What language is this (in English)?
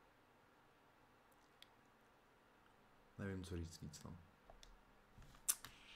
Czech